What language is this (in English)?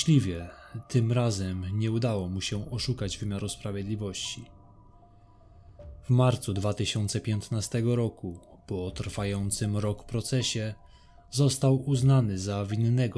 Polish